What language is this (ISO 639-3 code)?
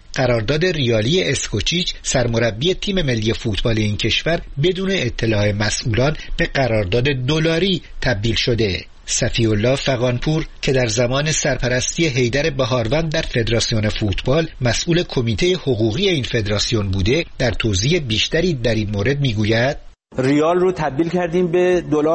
fas